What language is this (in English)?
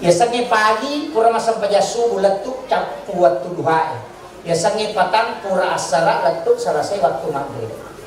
Buginese